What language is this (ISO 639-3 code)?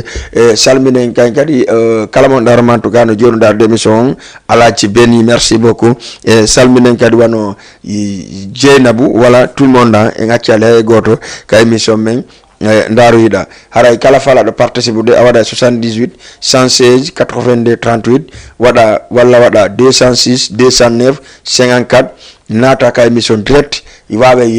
ful